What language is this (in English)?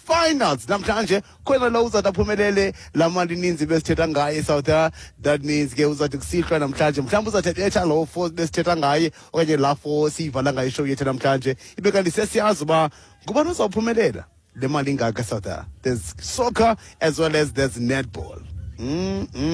Xhosa